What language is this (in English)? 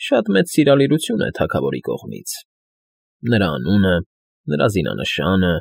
Armenian